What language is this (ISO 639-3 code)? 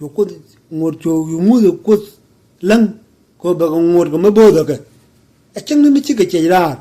nus